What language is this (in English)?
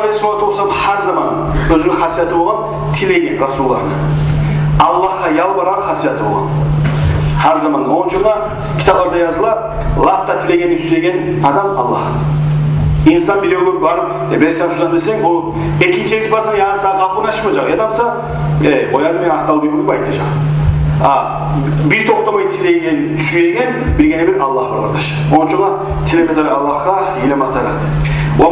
Kumyk